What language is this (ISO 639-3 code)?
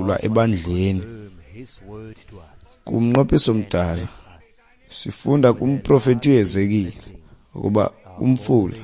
xho